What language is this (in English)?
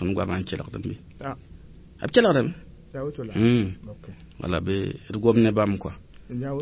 Mossi